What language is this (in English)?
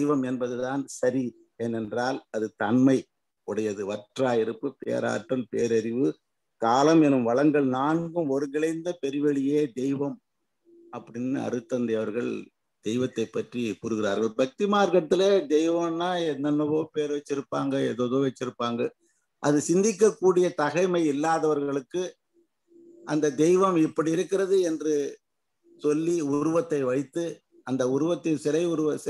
Tamil